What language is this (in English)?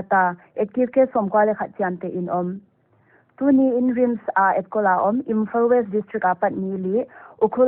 Paite Chin